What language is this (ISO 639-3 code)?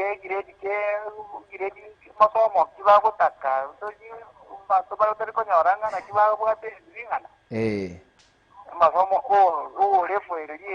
guz